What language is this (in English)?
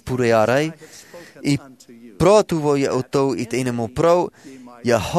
Tahitian